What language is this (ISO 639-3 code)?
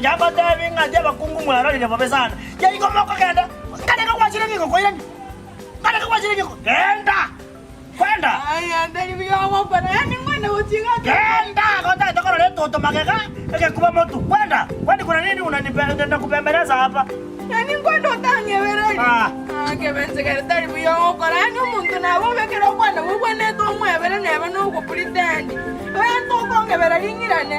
guz